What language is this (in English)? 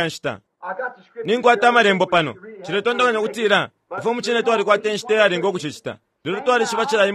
Bemba